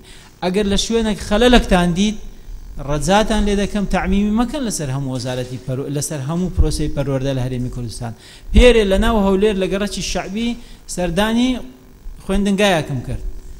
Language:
Central Kurdish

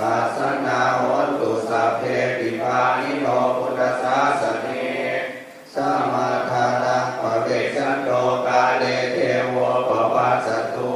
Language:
Pali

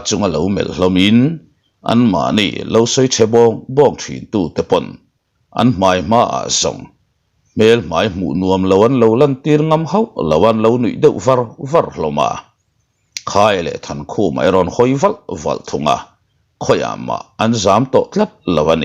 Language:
Mizo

